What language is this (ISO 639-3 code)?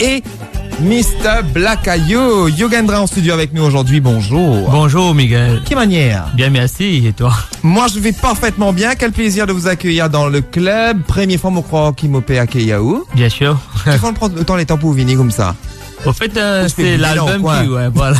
mfe